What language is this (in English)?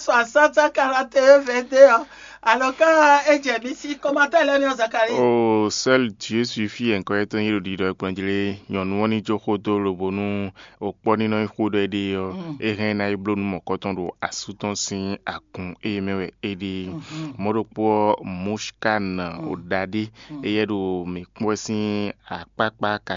Fon